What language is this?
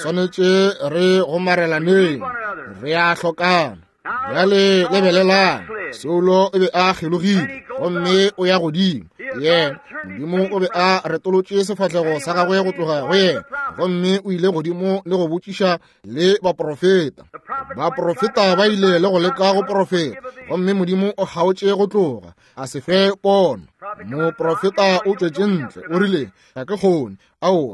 Northern Sotho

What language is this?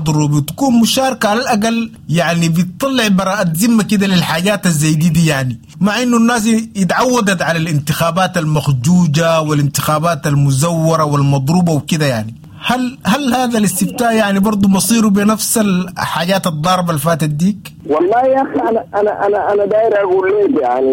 Sudanese Arabic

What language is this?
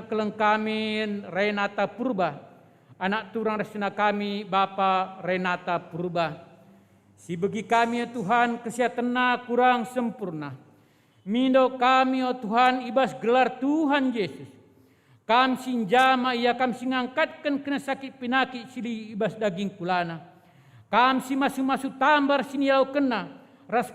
Batak Karo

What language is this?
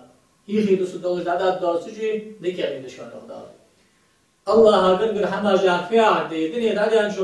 Ingush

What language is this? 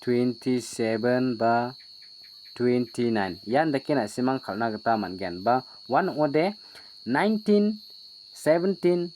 Garo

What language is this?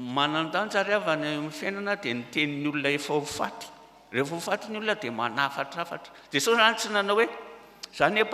Malagasy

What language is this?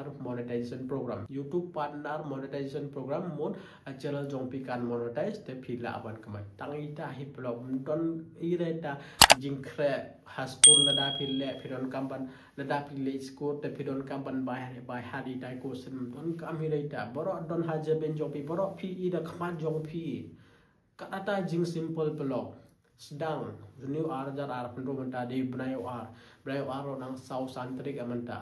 Khasi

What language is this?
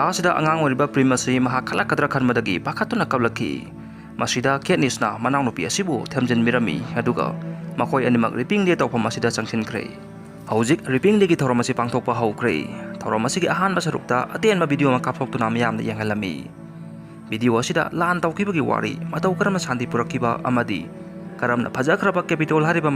Manipuri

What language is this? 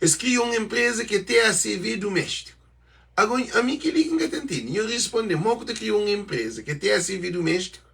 Kabuverdianu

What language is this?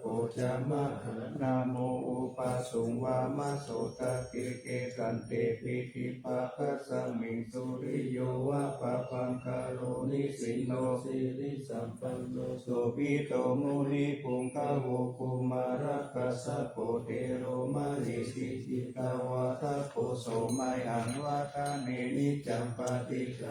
Pali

